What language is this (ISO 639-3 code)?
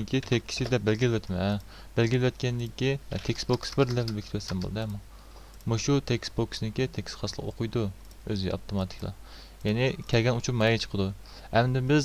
uig